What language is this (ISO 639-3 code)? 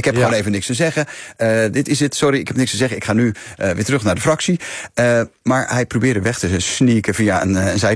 nld